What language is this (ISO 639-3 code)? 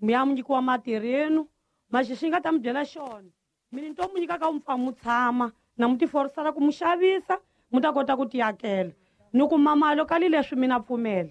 tso